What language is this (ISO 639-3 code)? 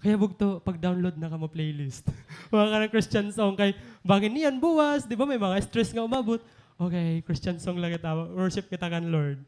war